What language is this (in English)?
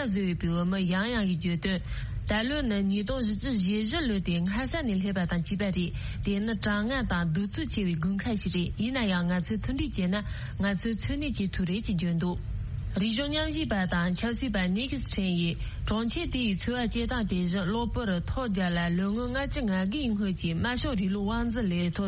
Tibetan